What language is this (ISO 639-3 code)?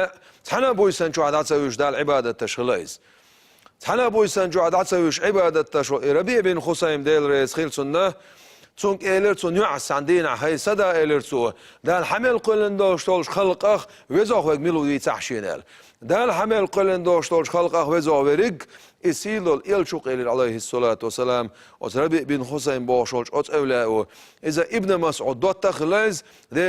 che